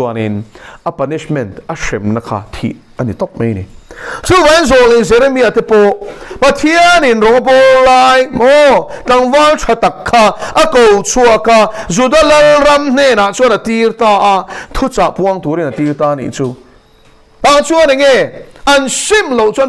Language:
Mizo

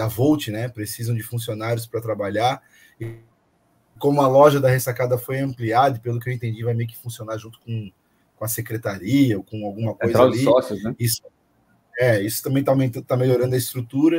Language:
Portuguese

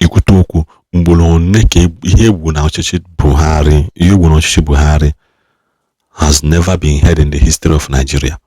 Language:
Igbo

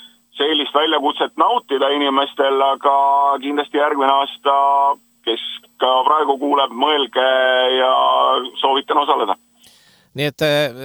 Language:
Estonian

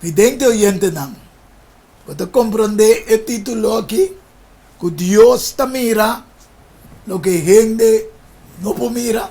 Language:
Papiamento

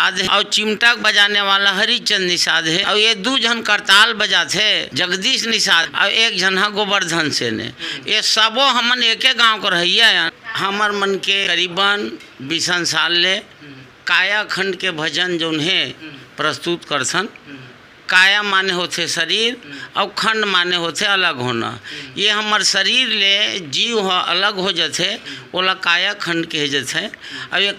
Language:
Chhattisgarhi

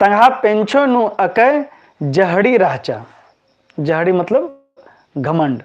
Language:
Kurukh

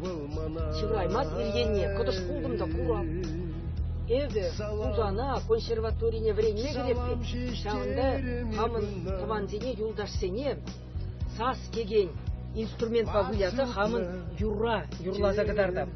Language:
Chuvash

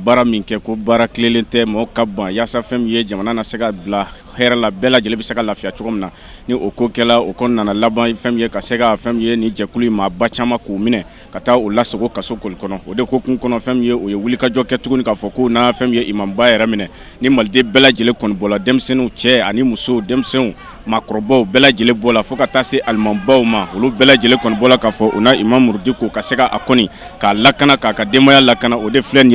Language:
Bambara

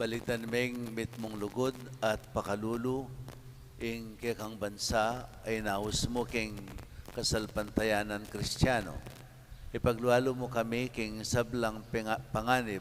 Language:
Pampanga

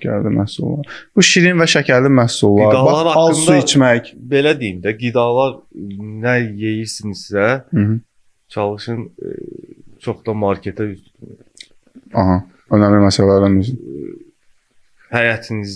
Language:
Azerbaijani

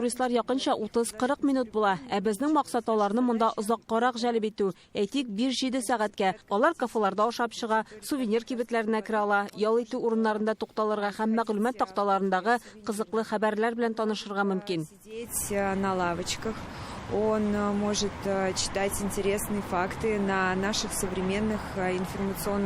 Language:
Tatar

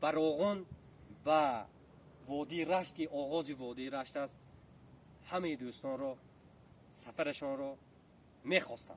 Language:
Tajik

